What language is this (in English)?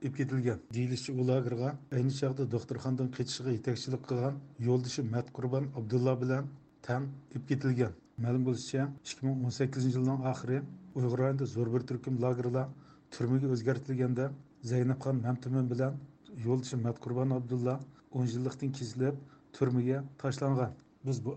Uyghur